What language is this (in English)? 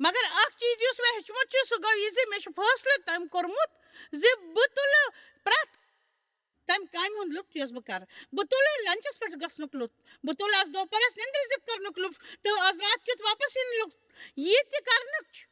Kashmiri